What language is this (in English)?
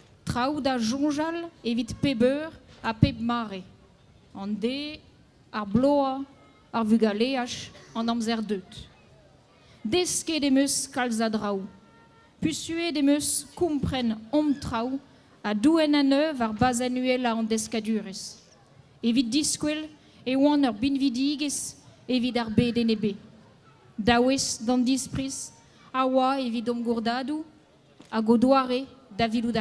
Breton